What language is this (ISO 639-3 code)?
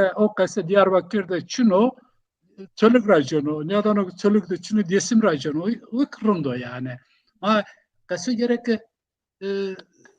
zza